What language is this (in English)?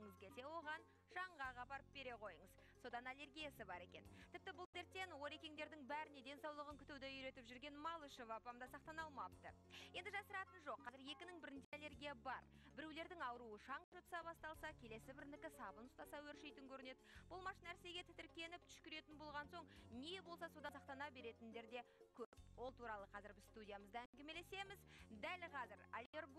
Kazakh